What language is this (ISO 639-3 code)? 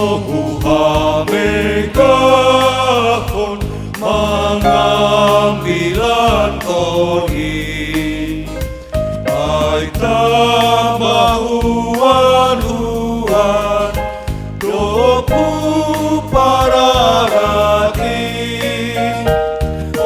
bts